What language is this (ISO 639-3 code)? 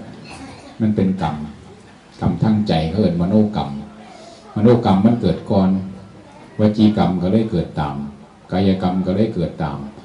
tts